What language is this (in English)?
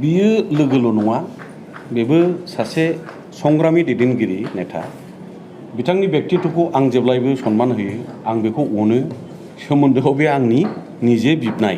Bodo